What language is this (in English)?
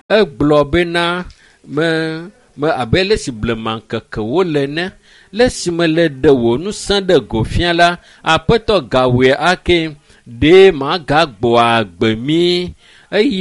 Ewe